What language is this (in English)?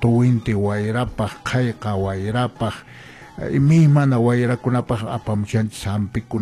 Quechua